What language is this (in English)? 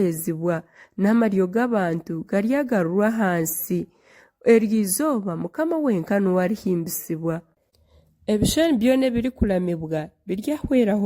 Nyankole